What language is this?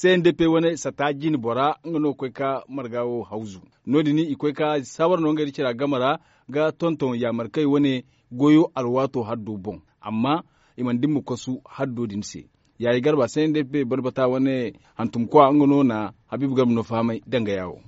Zarma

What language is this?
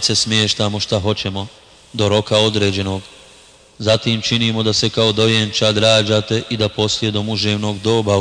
Bosnian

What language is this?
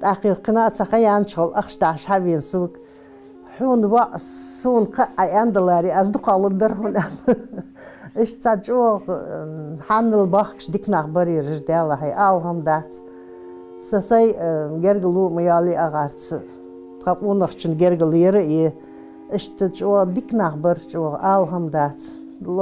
Ingush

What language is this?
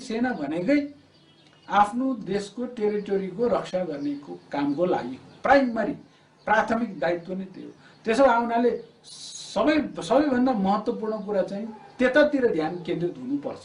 Nepali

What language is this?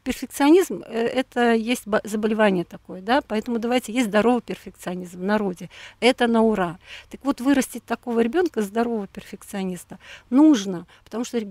Russian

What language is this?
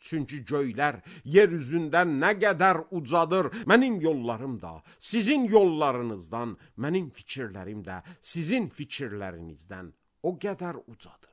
Azerbaijani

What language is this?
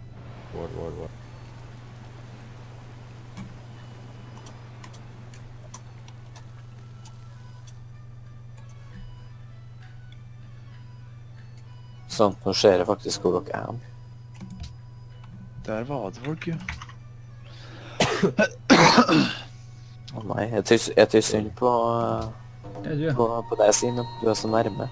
Norwegian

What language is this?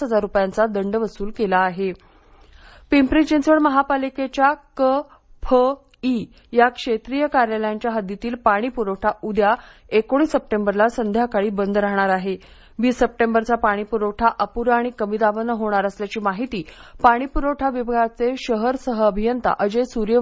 Marathi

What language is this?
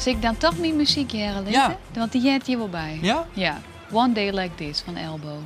Western Frisian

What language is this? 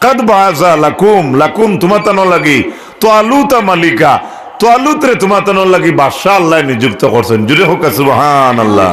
Sylheti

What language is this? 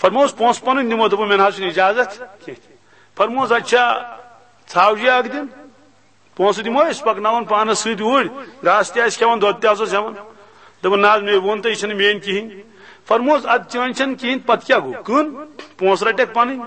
Kashmiri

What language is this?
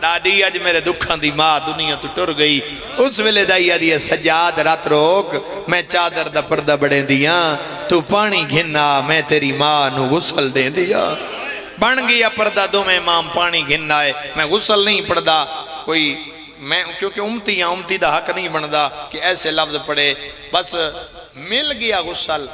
Pahari-Potwari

